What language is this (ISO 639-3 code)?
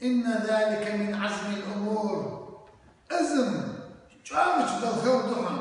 che